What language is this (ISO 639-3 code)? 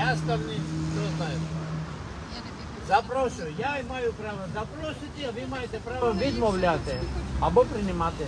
ukr